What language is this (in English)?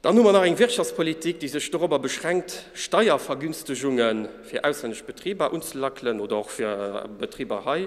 Luxembourgish